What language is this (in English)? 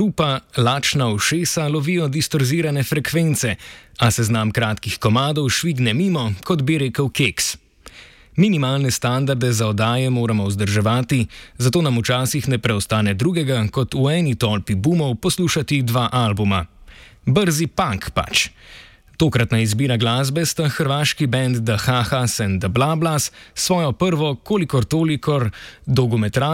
Slovenian